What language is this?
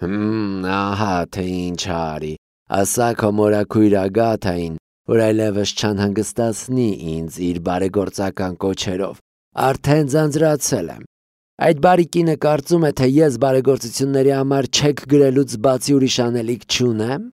Armenian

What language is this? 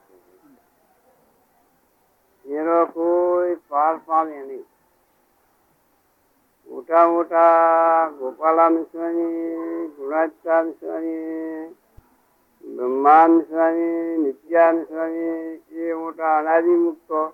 Gujarati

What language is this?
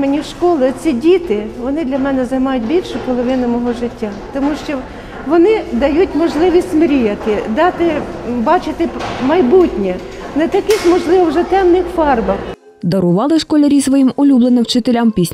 Ukrainian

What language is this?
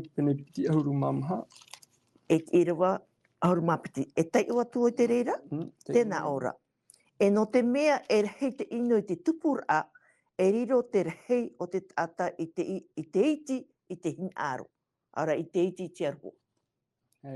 Tahitian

